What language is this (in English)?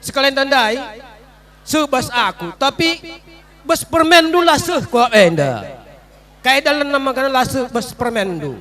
Batak Karo